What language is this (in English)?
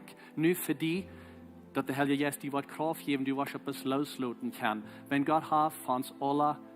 Plautdietsch